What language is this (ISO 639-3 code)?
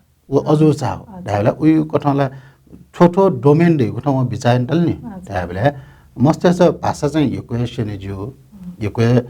new